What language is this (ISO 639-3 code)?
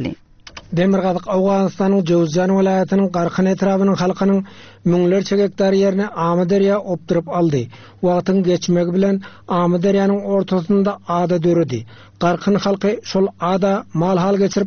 tuk